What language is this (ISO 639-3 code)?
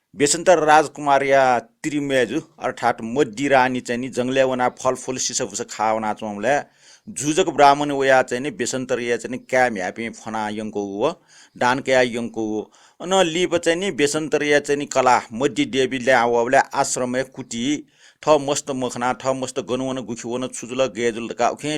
new